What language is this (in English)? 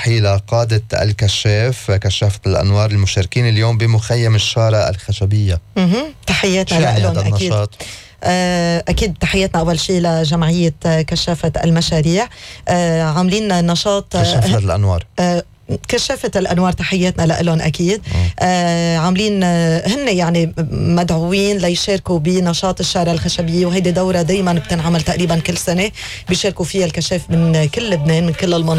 North Levantine Arabic